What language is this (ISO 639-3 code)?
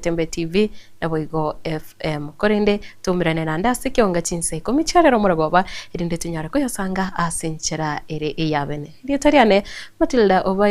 guz